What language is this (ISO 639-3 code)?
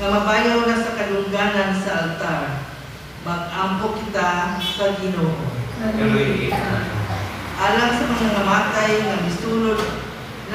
ceb